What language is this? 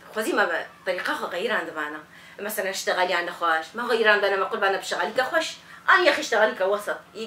Kurdish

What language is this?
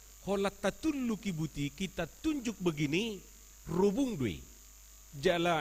Batak Toba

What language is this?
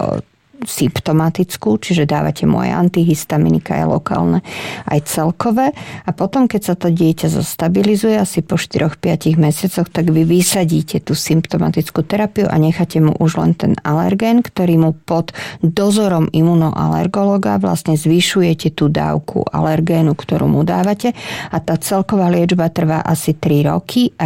Slovak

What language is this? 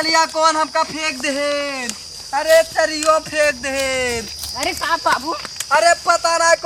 Awadhi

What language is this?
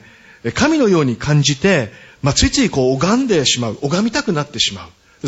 Japanese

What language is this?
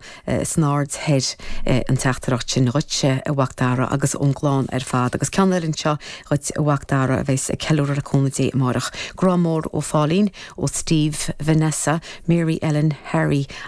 Irish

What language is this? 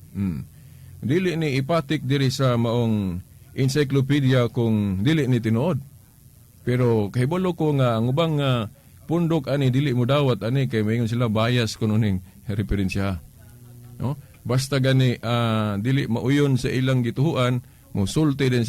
Cebuano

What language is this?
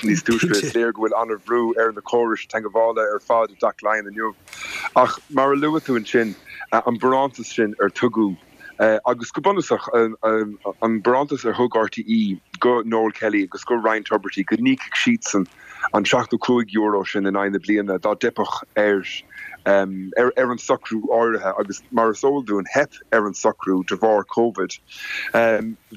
Irish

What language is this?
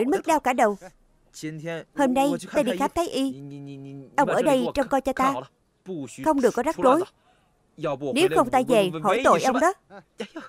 Vietnamese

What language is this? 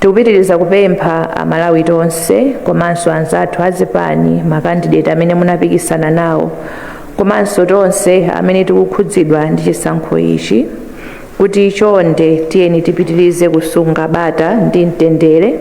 Nyanja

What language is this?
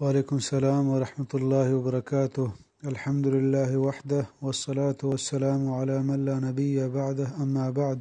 Eastern Balochi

